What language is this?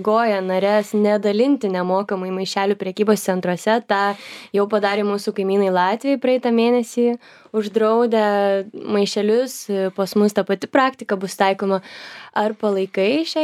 Lithuanian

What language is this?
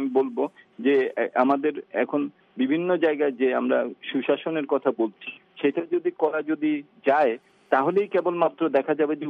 Bangla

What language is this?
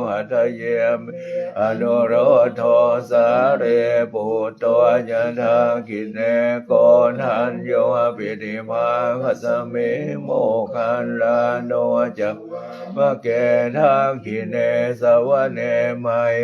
Pali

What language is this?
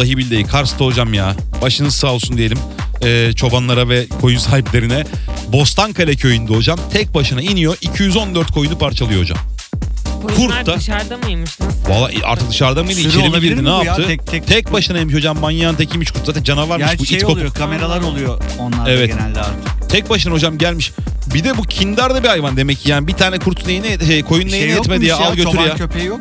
Turkish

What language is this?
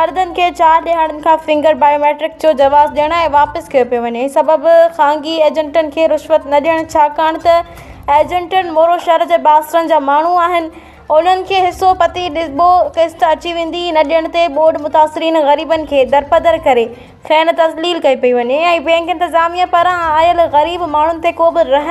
Sindhi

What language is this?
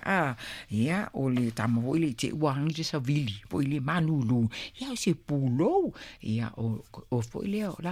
Samoan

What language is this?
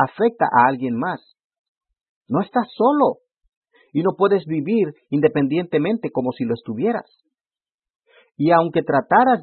Spanish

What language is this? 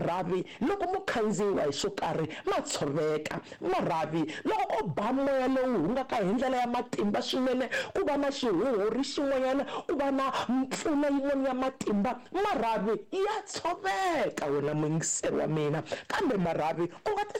Tsonga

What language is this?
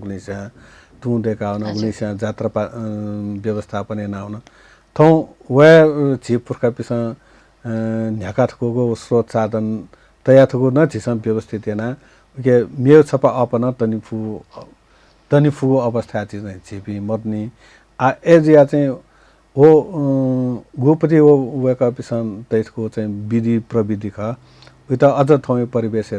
Newari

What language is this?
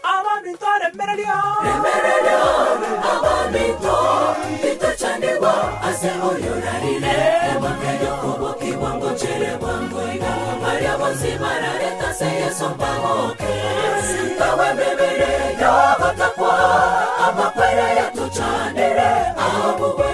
Gusii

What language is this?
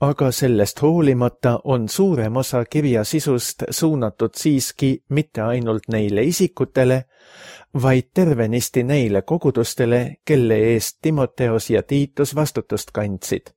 Estonian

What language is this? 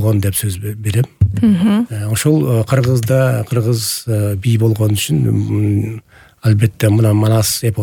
Kyrgyz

